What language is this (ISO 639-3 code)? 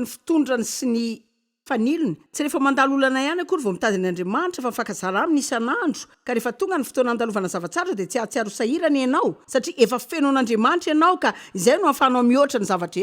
mlg